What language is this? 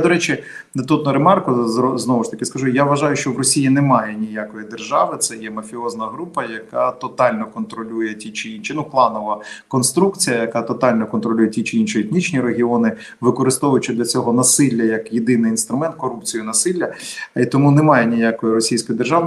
Ukrainian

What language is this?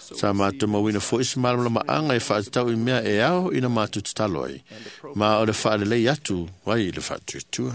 Samoan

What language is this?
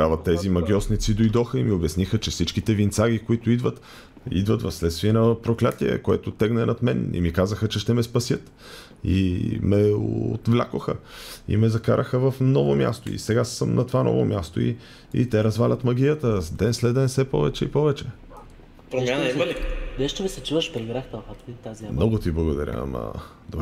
Bulgarian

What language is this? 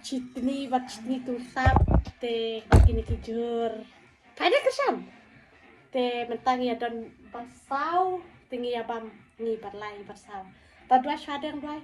Khasi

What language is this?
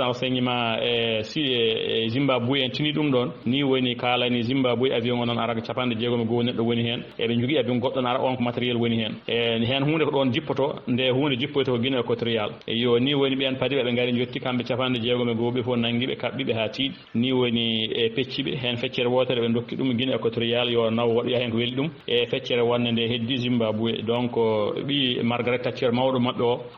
Fula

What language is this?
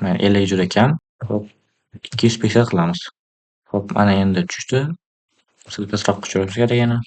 Uzbek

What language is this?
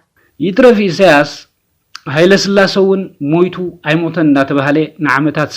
Tigrinya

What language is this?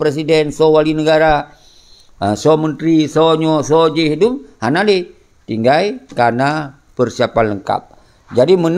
Achinese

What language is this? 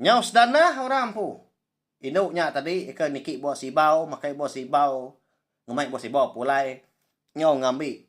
Iban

